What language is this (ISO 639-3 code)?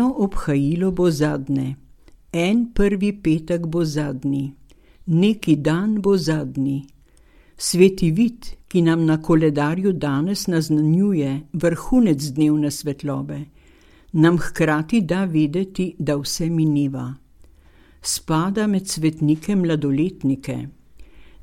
slv